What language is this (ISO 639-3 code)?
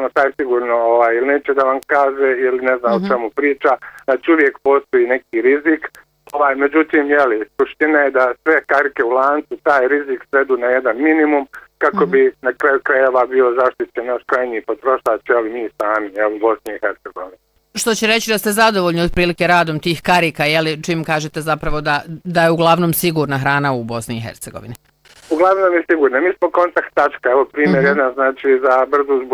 bos